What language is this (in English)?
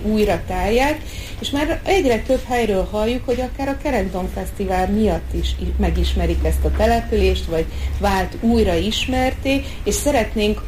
Hungarian